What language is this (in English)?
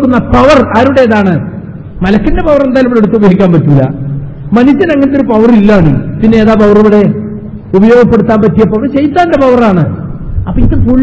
Malayalam